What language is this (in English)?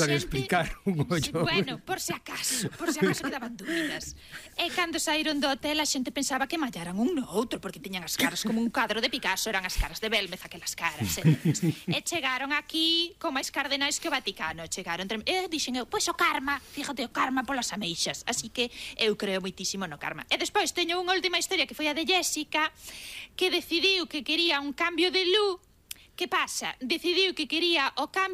Galician